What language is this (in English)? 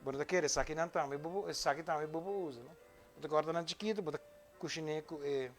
Papiamento